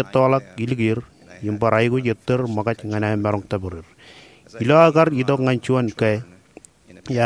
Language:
Marshallese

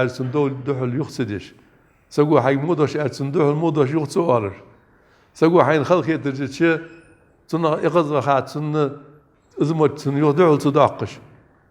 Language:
Ingush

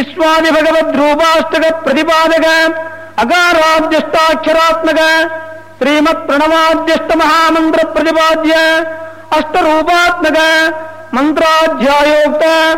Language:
Kannada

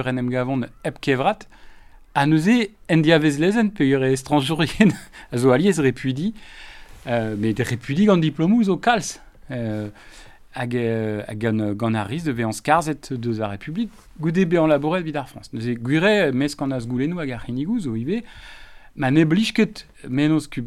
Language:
Breton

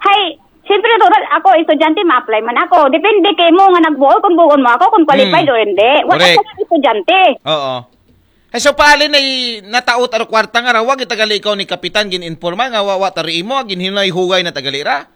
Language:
Aklanon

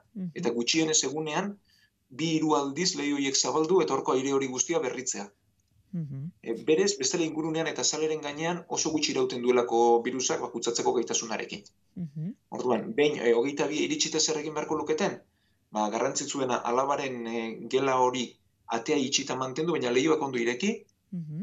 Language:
Basque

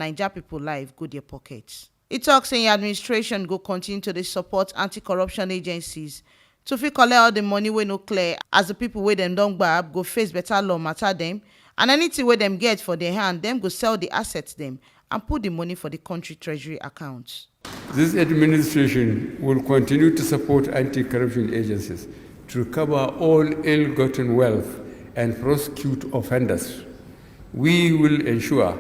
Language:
Nigerian Pidgin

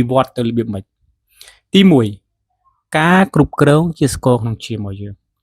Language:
Khmer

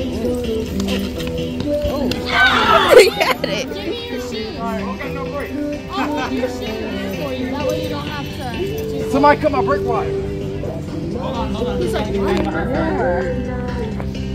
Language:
English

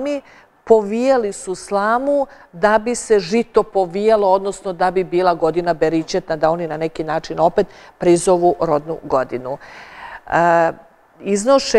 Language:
Serbian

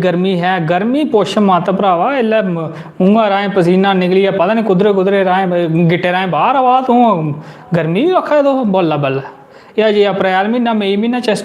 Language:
Dogri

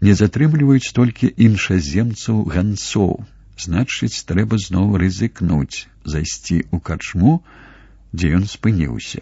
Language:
Belarusian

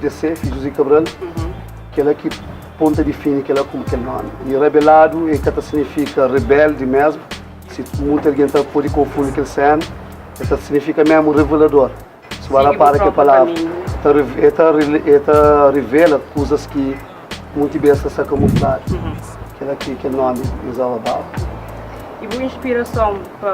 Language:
Kabuverdianu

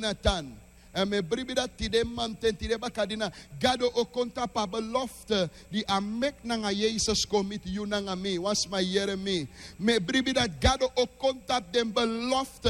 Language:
Sranan Tongo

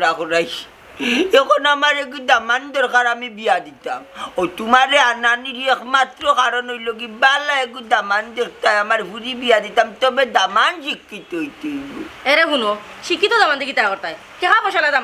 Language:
Sylheti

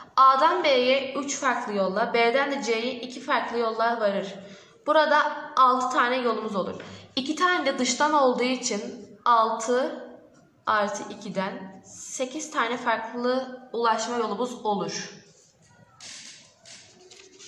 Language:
Turkish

